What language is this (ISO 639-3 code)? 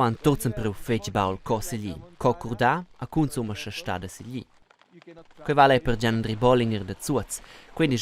roh